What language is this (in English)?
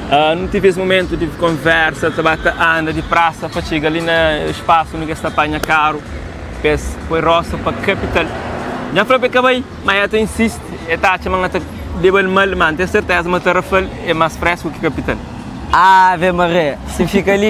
Kabuverdianu